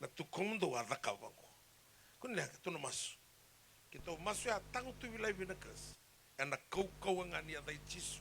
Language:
Fijian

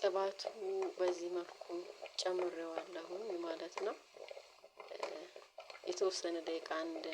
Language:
Amharic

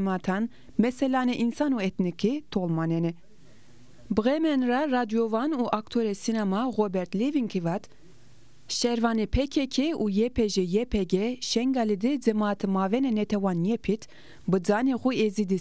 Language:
Zaza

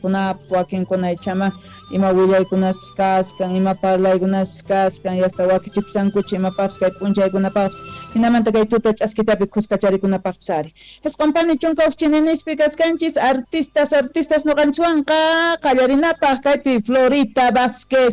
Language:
South Bolivian Quechua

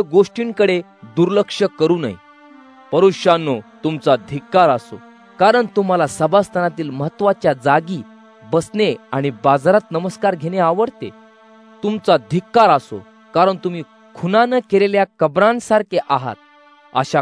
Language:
Marathi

